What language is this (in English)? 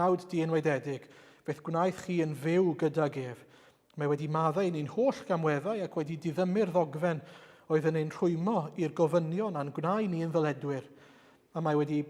Welsh